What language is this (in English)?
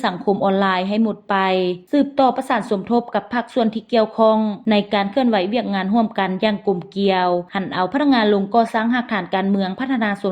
Lao